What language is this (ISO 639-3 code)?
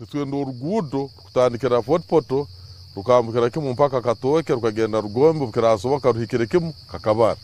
nyn